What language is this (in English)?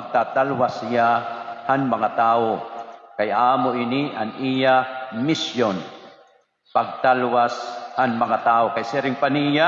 Waray